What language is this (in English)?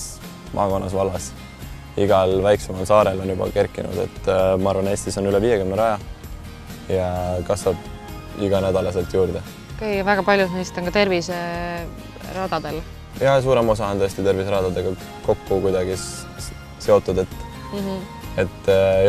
Estonian